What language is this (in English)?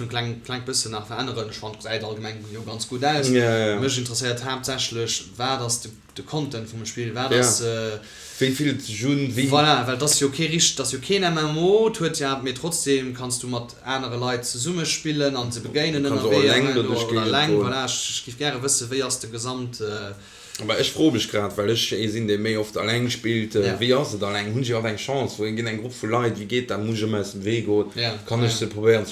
Luxembourgish